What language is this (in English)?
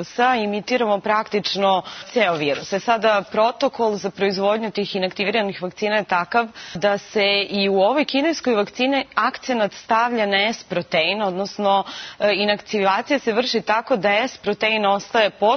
Serbian